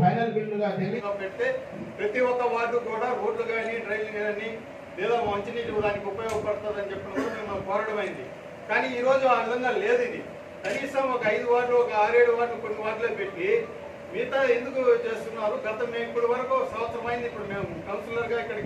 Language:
Telugu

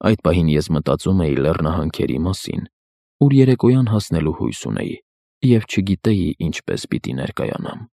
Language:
Armenian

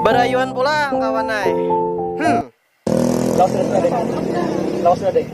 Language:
Banjar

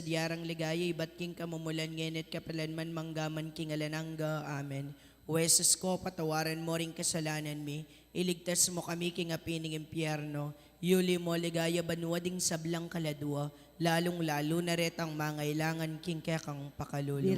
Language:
Pampanga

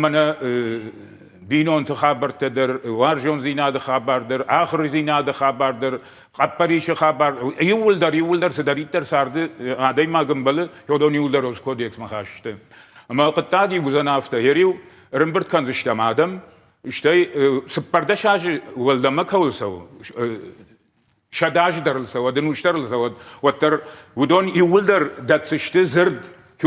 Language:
Ossetic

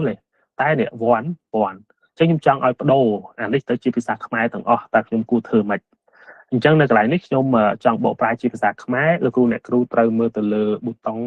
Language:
Khmer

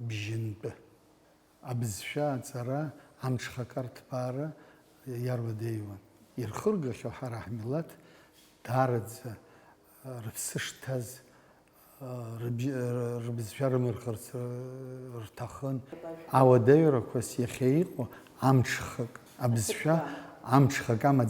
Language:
Abkhazian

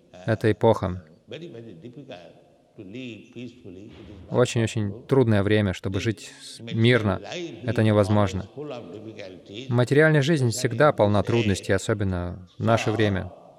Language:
Russian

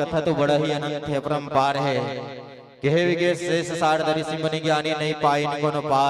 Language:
Chhattisgarhi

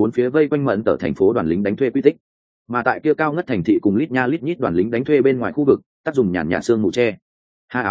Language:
Vietnamese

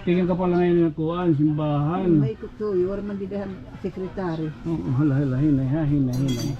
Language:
Waray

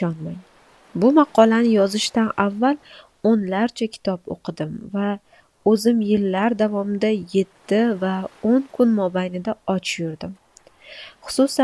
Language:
Uzbek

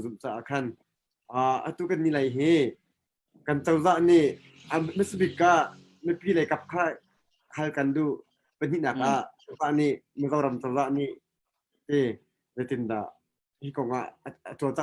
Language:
Hakha Chin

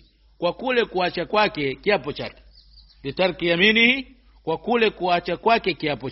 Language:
Swahili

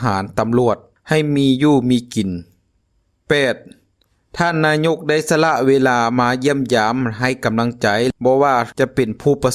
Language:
Lao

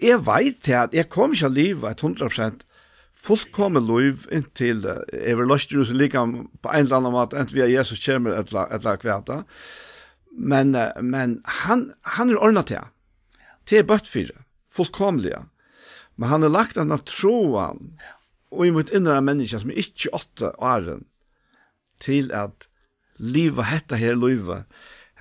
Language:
Faroese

